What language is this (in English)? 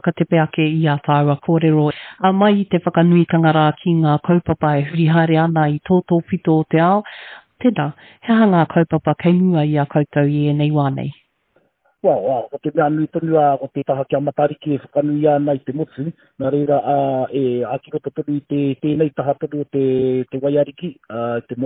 Māori